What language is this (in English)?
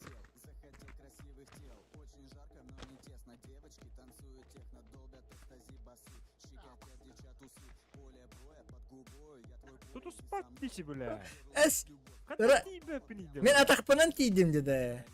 Yakut